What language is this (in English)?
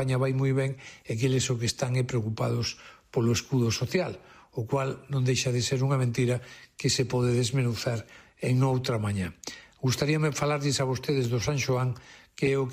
Galician